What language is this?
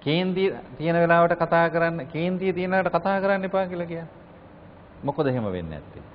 Sinhala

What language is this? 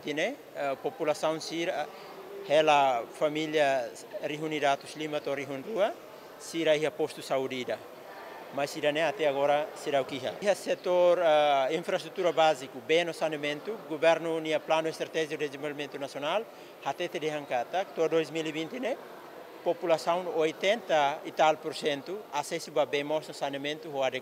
Tetum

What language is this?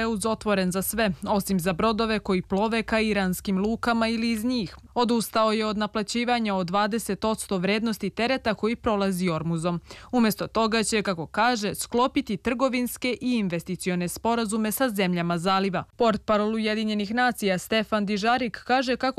Serbian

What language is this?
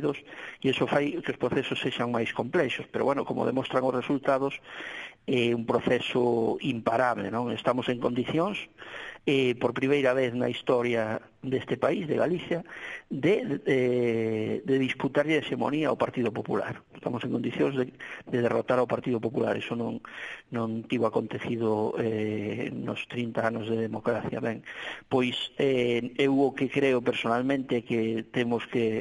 Galician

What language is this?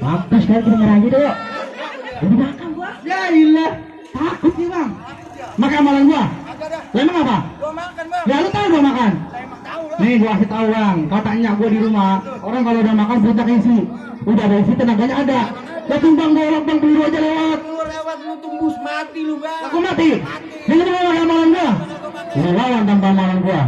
Betawi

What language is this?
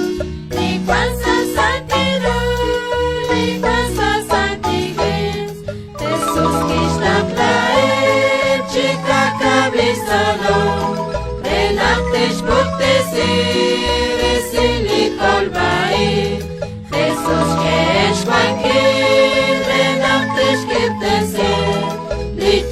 Kekchí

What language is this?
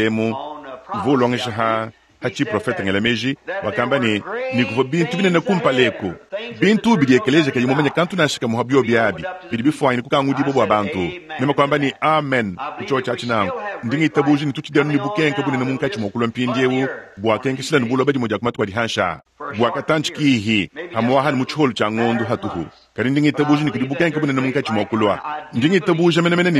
Luba-Lulua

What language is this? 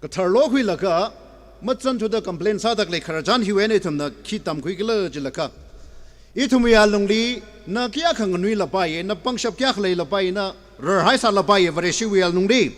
Tangkhul Naga (India)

